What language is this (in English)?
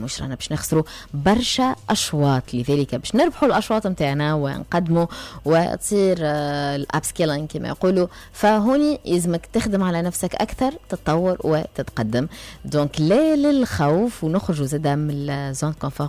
Tunisian Arabic